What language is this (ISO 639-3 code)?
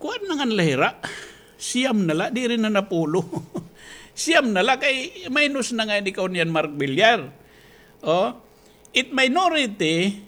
war